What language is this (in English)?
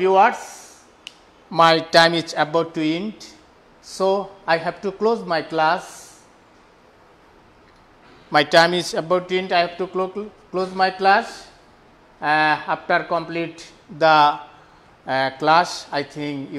Bangla